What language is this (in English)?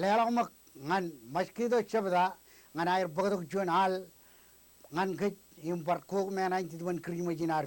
Marshallese